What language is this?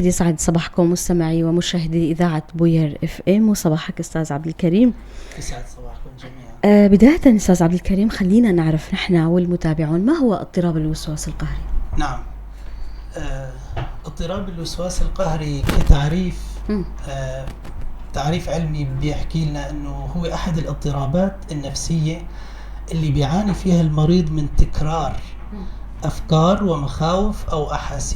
North Levantine Arabic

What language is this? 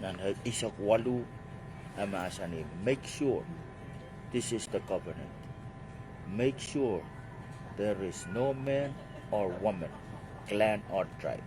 Pohnpeian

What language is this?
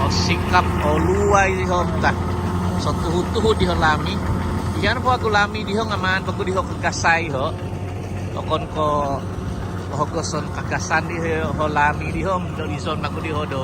Central Dusun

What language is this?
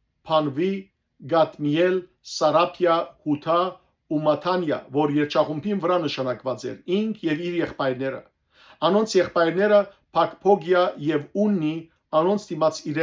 Western Armenian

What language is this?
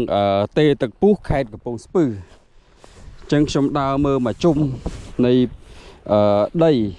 Khmer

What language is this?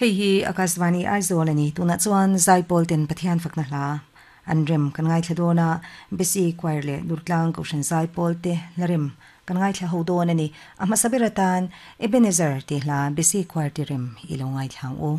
Mizo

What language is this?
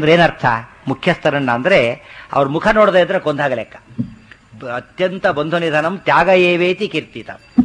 Kannada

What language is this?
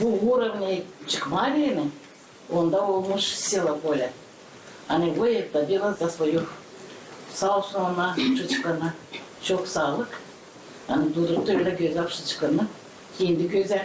Gagauz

